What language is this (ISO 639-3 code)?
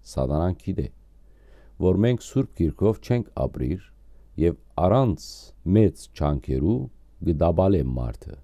hyw